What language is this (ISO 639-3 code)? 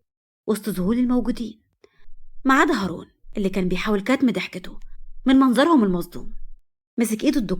arz